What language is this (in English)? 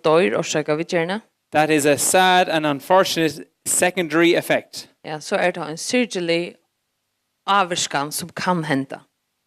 Faroese